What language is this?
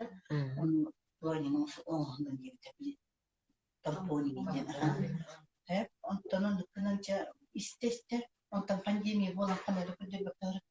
Yakut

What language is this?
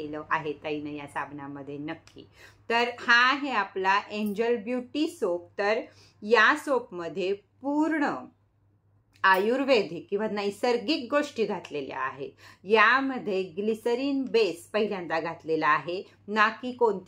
Marathi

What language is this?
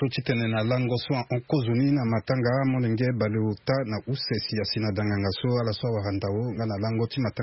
Sango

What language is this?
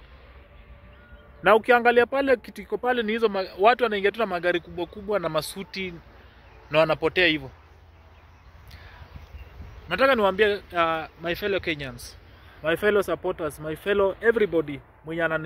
Swahili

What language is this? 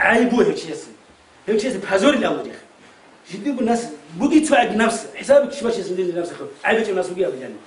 Avaric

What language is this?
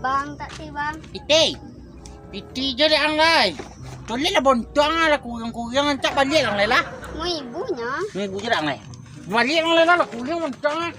Minangkabau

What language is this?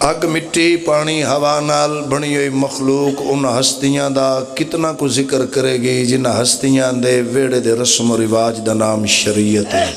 Pahari-Potwari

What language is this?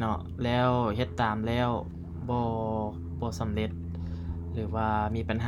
Lao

